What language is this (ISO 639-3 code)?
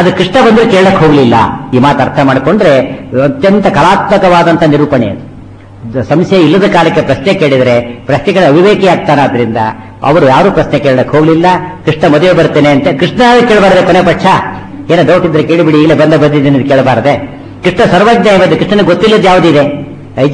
kan